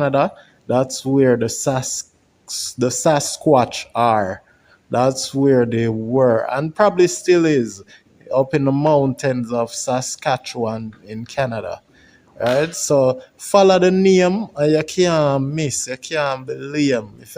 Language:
Jamaican Creole English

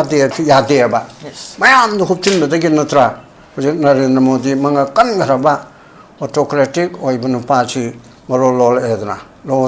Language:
Manipuri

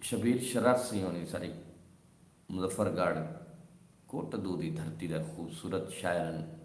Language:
Saraiki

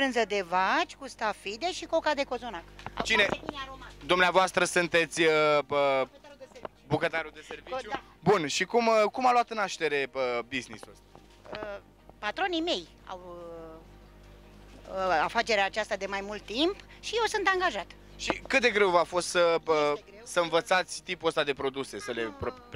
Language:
Romanian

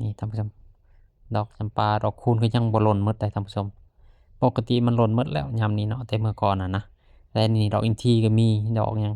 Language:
Lao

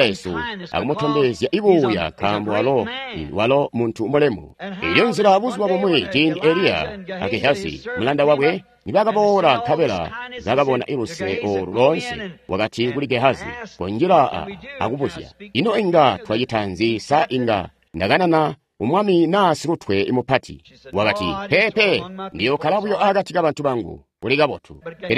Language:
Tonga (Zambia)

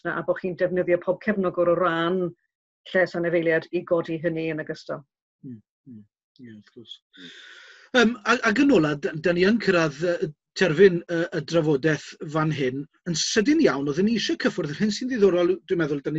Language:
Welsh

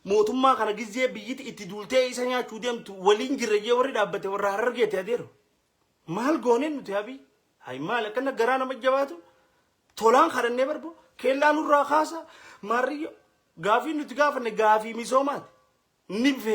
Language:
Oromo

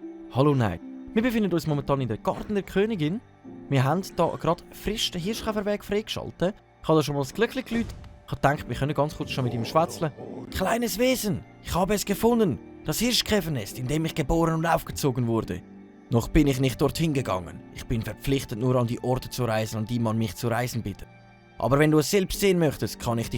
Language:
Swiss German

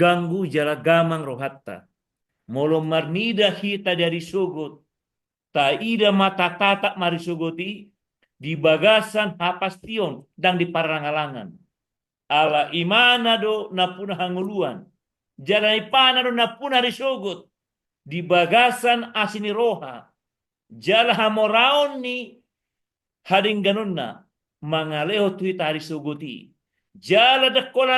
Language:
Batak Toba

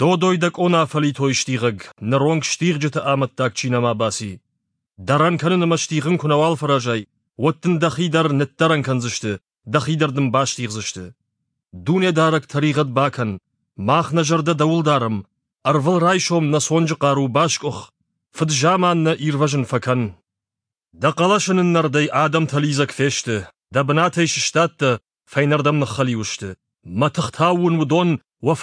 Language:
Ossetic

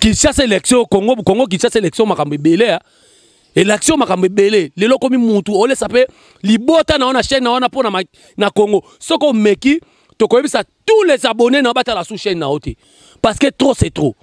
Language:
Lingala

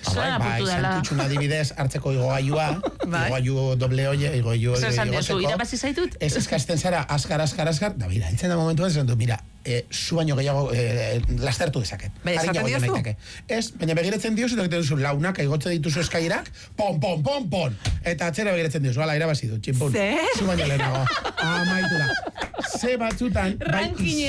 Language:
Basque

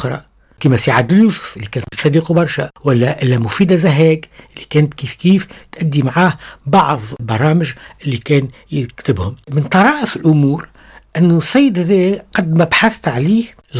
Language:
Tunisian Arabic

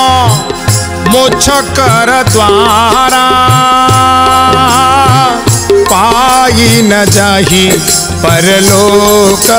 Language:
Odia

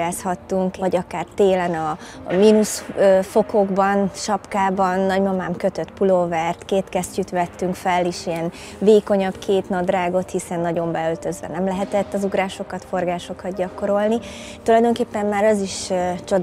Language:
Hungarian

